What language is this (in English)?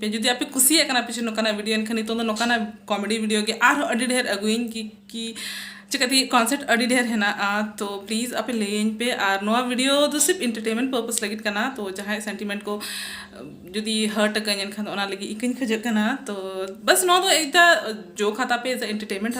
Santali